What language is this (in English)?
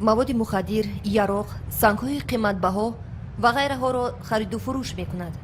Tajik